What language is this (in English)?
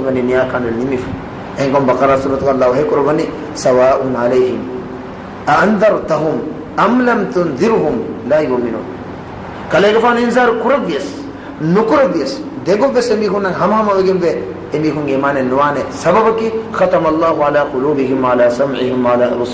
Divehi